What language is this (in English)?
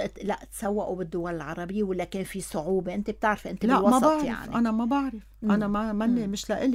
North Levantine Arabic